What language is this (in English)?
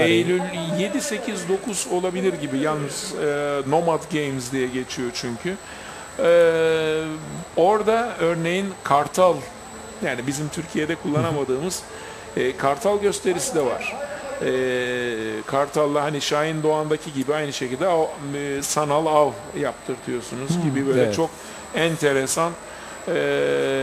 Turkish